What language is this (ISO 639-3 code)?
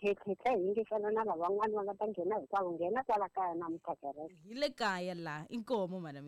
tso